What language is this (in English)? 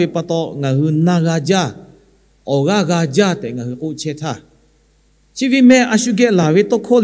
Lahu